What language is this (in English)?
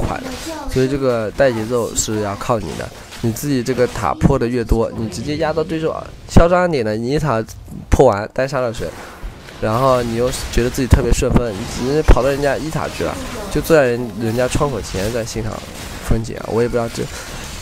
Chinese